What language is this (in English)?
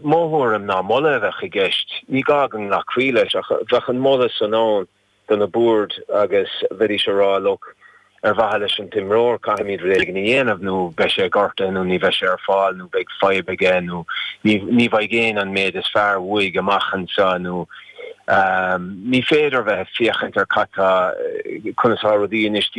Irish